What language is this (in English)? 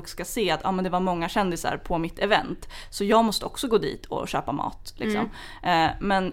Swedish